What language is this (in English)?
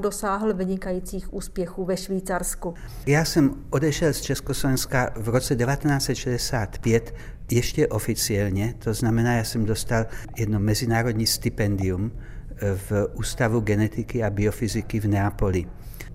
Czech